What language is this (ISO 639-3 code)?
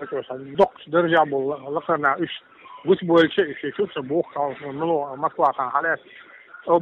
che